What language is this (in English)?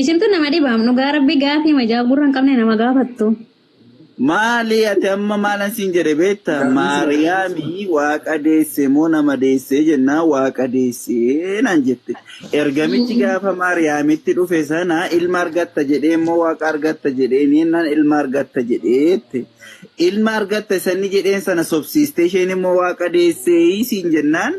Oromo